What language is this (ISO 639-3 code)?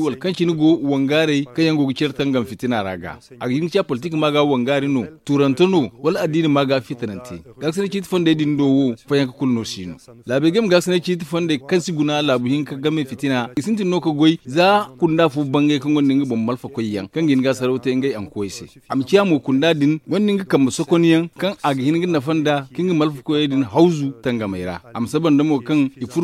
dje